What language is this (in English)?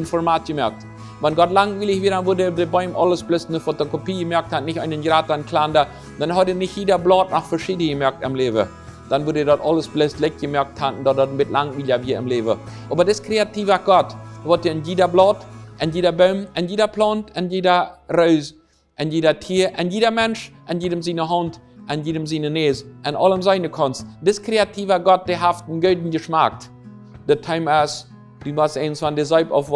Plautdietsch